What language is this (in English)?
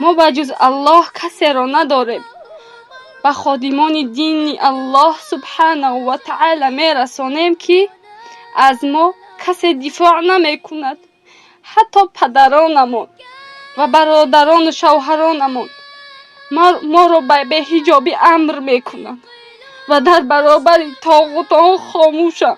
Tajik